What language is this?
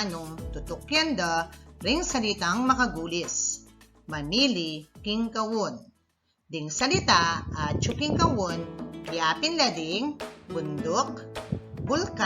Pampanga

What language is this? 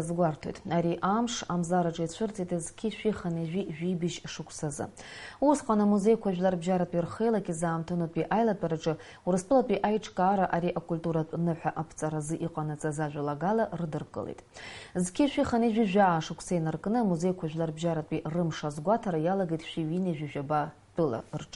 Abkhazian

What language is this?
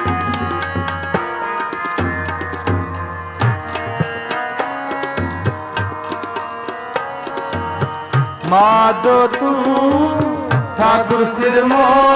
Punjabi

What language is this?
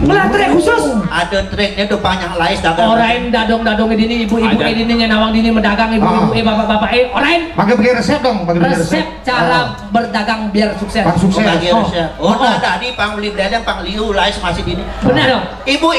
Balinese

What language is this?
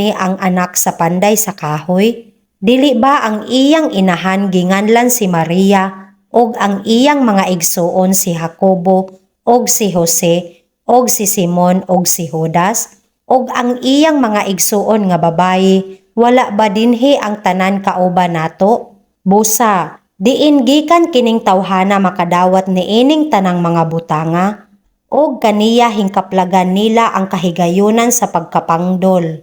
Cebuano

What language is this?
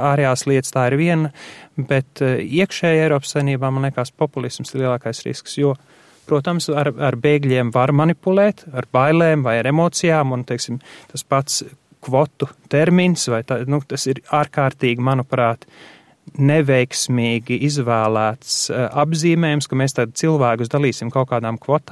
Latvian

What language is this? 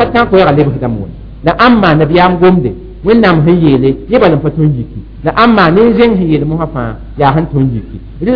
Mossi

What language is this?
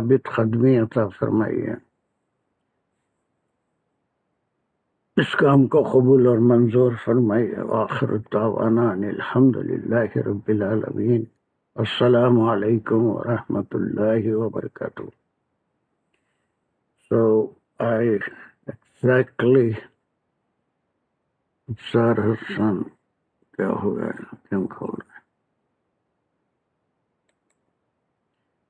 Urdu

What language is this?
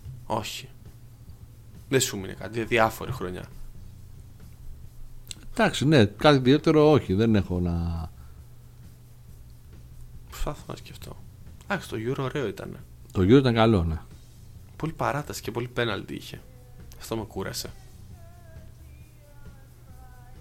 Greek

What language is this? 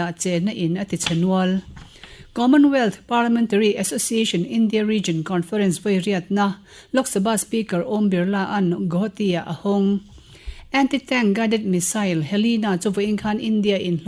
Mizo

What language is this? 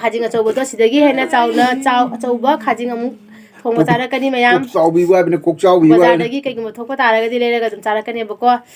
Manipuri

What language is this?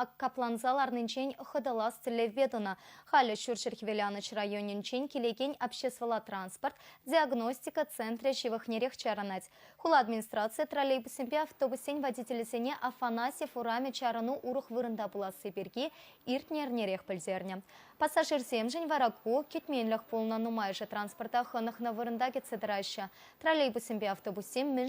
Chuvash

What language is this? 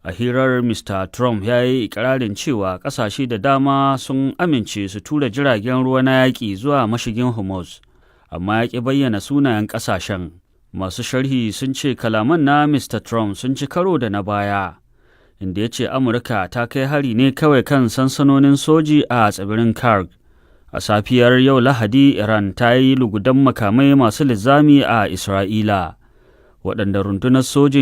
Hausa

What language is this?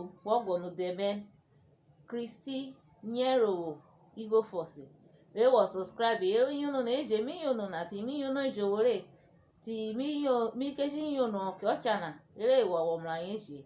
Urhobo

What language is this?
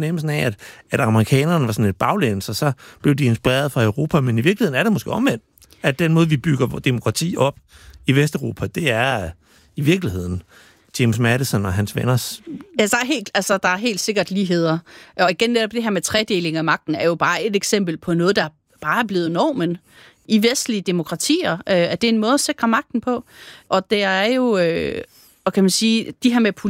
Danish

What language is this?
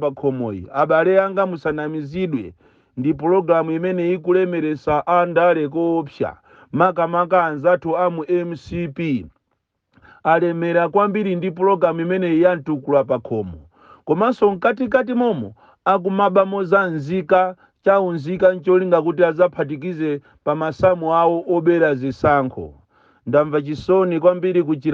Nyanja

